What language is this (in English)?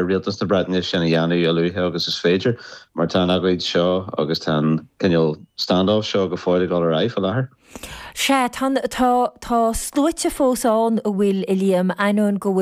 Irish